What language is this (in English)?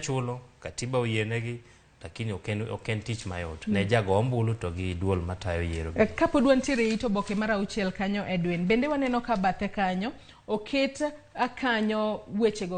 Luo (Kenya and Tanzania)